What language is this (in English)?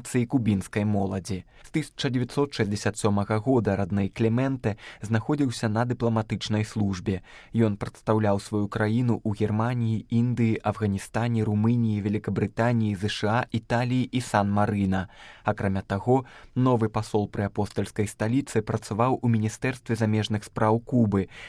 Belarusian